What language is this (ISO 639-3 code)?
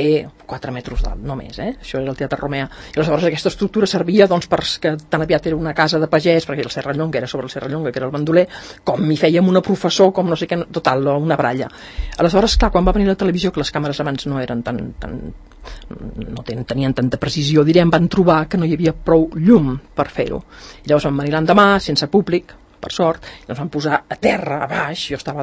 cat